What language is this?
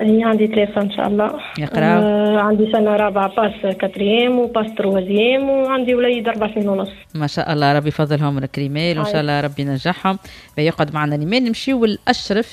Tunisian Arabic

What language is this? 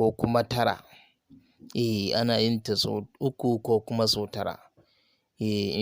Hausa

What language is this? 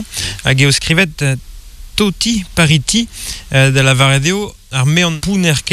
Breton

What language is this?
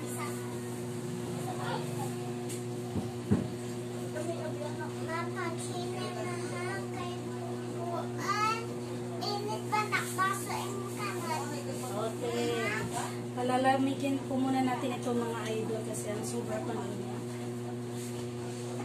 Filipino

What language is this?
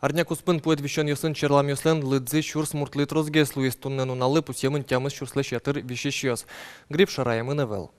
Udmurt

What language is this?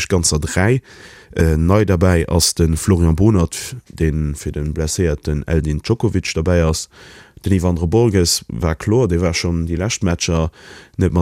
Luxembourgish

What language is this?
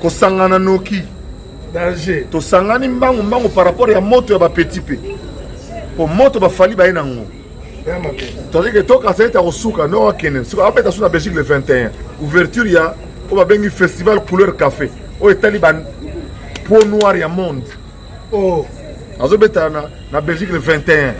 Lingala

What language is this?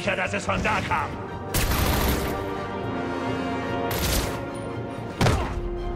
German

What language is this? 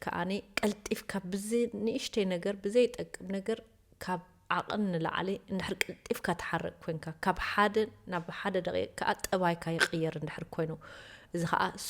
Tigrinya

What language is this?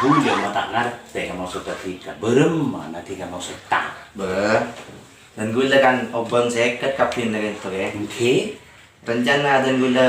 Madurese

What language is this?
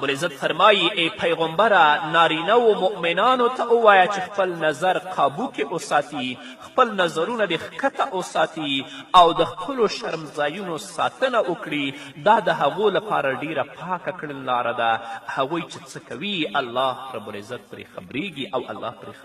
Pashto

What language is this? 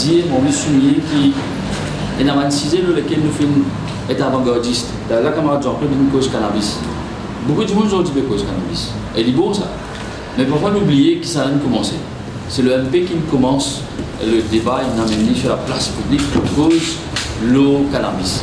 Morisyen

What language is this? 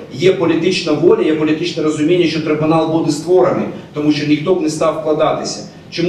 Ukrainian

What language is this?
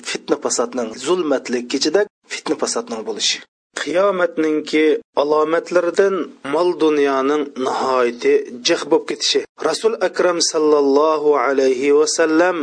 Uyghur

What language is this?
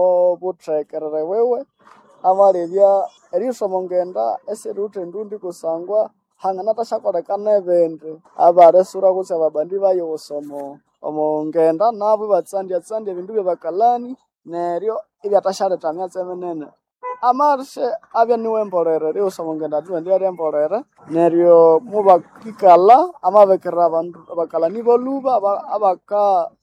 Nande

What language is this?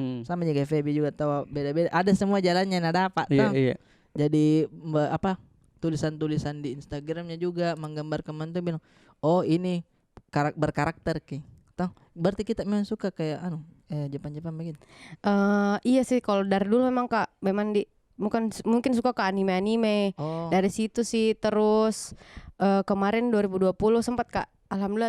Makassar Malay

